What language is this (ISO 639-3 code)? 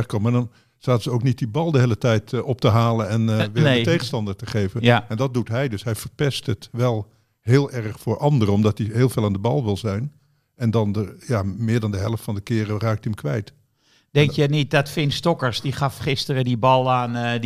nld